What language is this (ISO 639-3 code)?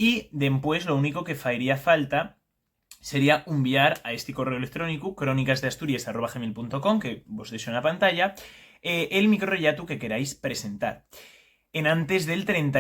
ast